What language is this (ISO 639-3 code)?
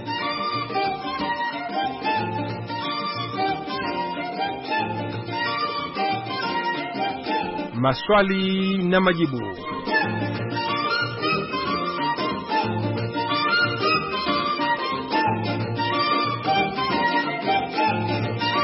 swa